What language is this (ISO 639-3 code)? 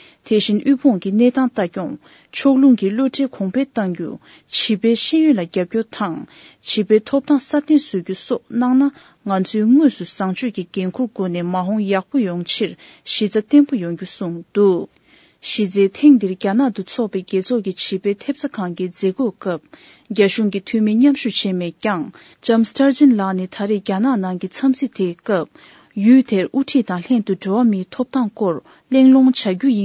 bod